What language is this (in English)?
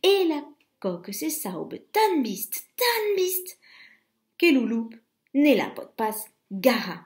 Occitan